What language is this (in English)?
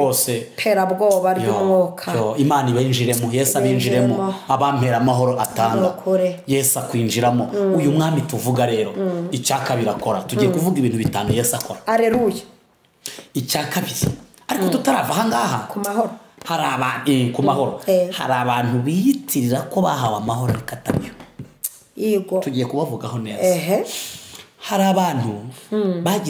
Kinyarwanda